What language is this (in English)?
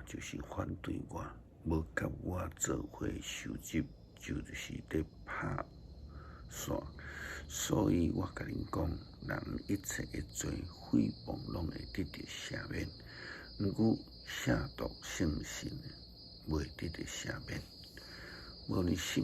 Min Nan Chinese